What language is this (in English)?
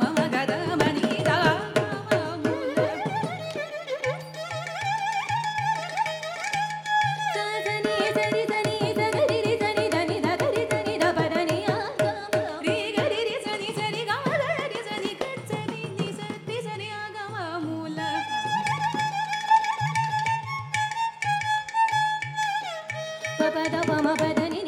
Telugu